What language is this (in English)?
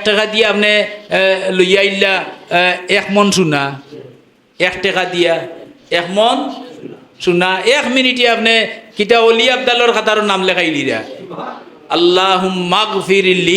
Sylheti